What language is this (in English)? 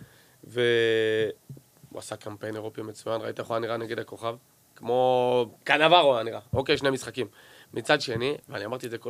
Hebrew